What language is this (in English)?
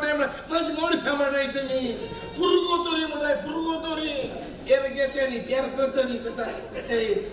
Konkani